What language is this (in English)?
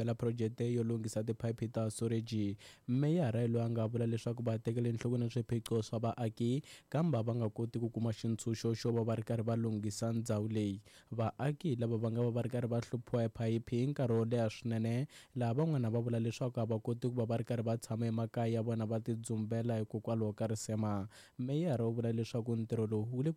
Tsonga